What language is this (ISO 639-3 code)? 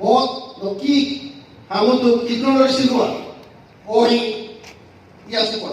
tet